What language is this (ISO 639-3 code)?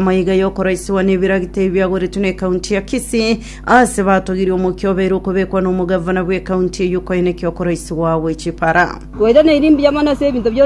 guz